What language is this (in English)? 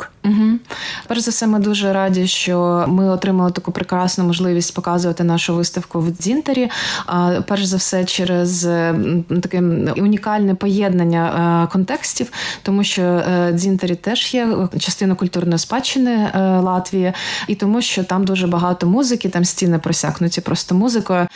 Ukrainian